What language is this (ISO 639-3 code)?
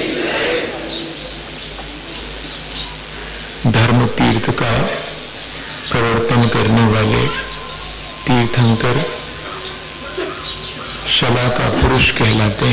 hin